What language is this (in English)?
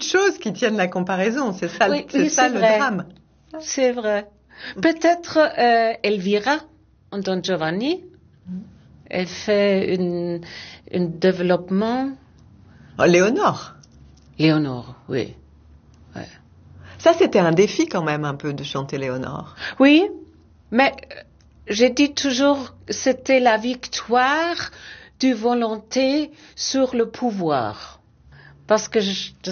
French